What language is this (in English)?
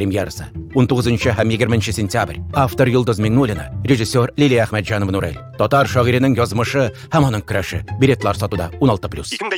Tatar